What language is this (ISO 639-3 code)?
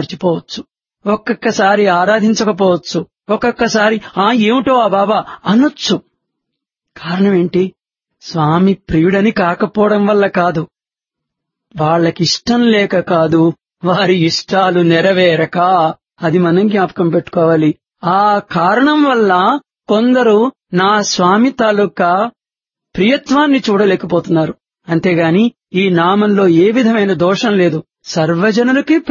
tel